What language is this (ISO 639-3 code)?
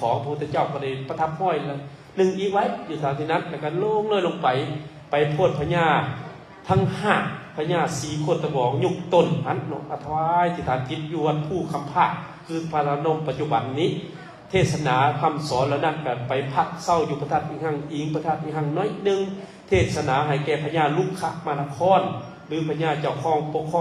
lao